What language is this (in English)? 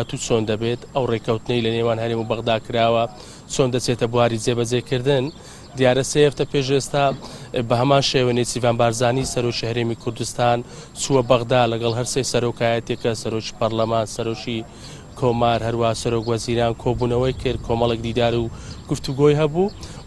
Central Kurdish